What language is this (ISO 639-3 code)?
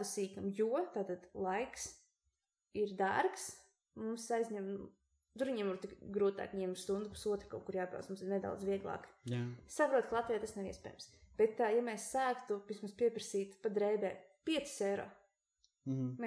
lav